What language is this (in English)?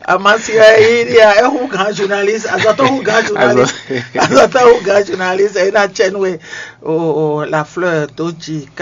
Fon